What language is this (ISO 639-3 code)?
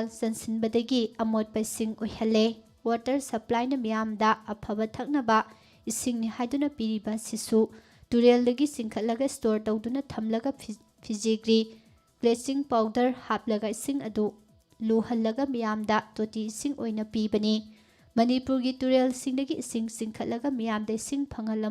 mni